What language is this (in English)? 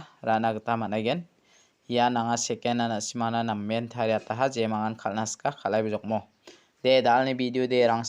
Garo